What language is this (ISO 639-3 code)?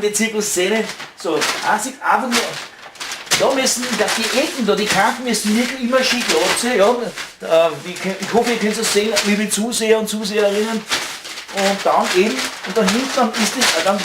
bar